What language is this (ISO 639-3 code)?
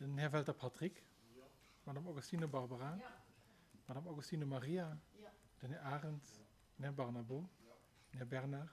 ltz